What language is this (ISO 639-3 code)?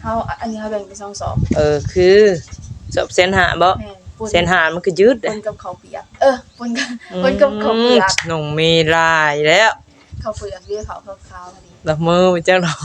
tts